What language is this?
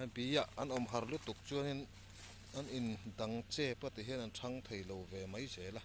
Mizo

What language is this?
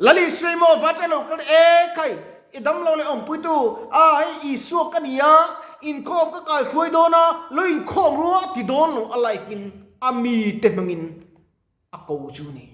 Mizo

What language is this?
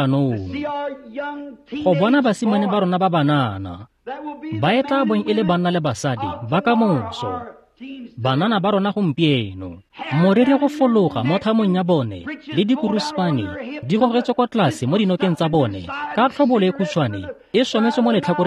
Tswana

